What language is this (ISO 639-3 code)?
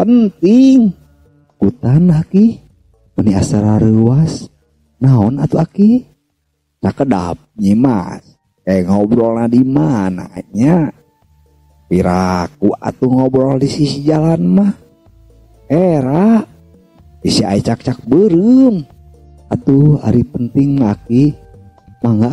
sun